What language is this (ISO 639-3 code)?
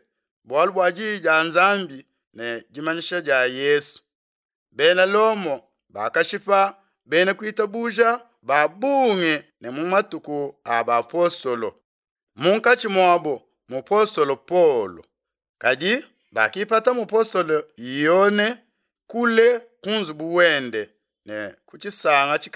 lua